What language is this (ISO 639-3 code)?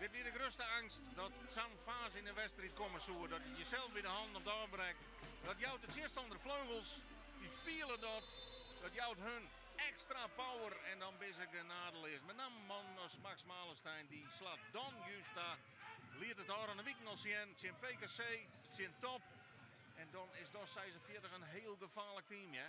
fry